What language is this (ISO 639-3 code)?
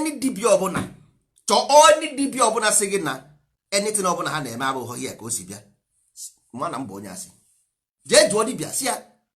ibo